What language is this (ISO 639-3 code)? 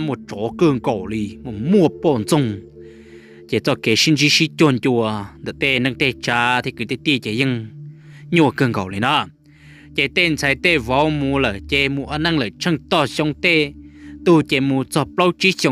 hmn